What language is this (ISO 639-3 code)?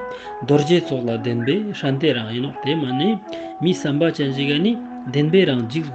lbj